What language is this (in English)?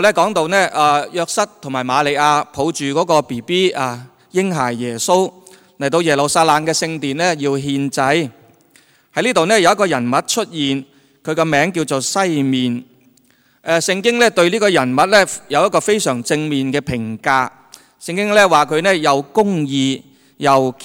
Cantonese